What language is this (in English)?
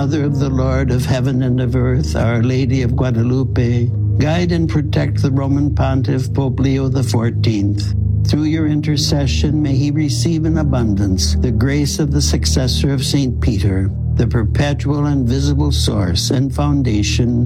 English